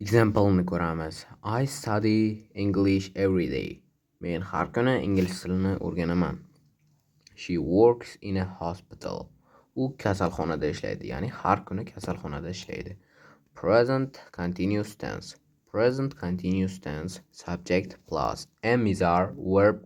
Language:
Uzbek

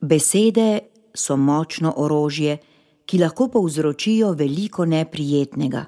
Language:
Slovenian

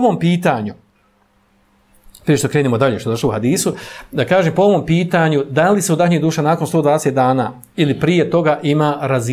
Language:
Bosnian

